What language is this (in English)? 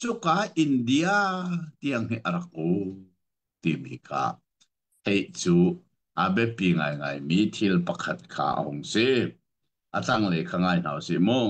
Hakha Chin